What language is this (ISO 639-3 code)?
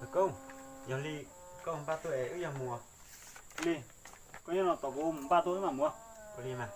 hmn